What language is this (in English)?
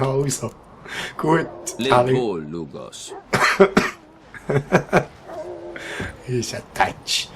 Swiss German